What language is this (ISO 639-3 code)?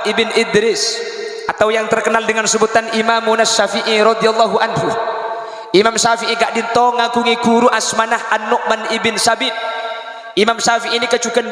mad